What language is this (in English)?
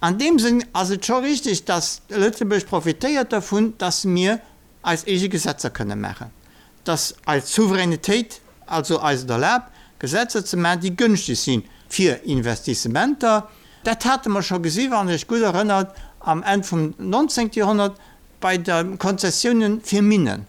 Luxembourgish